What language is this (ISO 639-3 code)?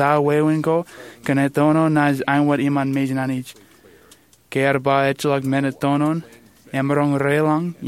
mah